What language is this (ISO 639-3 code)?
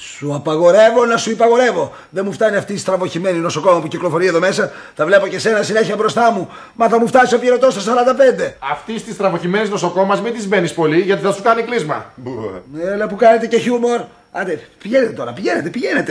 ell